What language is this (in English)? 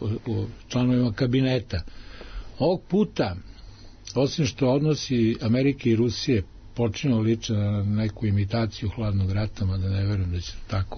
Serbian